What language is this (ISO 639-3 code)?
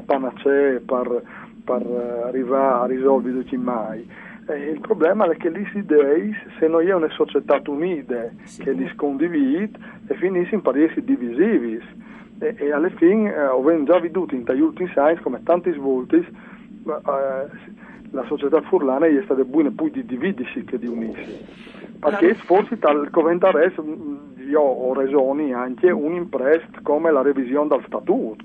fur